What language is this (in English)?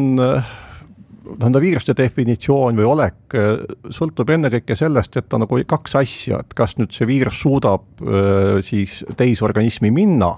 Estonian